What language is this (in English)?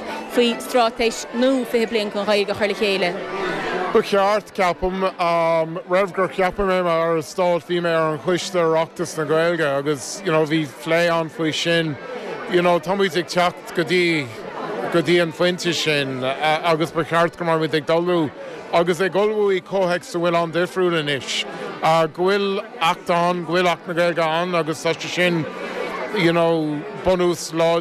Irish